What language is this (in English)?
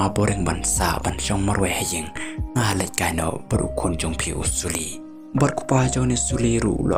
Khasi